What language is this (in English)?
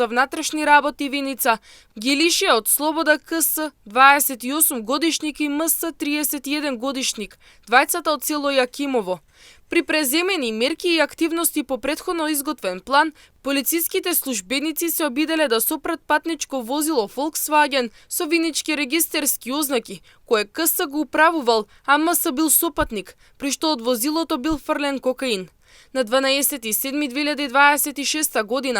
Macedonian